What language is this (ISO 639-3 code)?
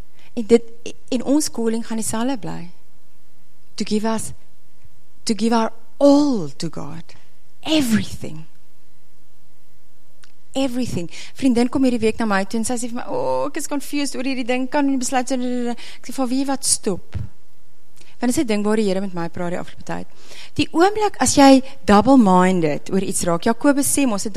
afr